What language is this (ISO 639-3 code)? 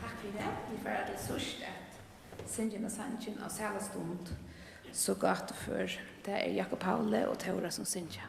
fao